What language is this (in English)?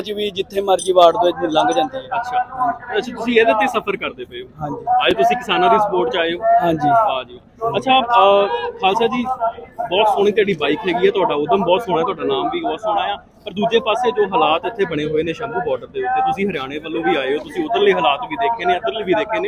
Punjabi